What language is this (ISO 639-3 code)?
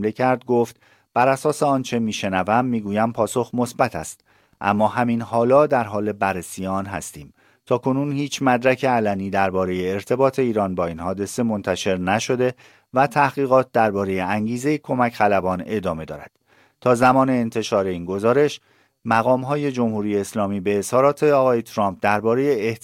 fas